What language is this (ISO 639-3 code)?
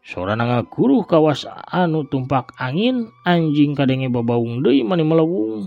sun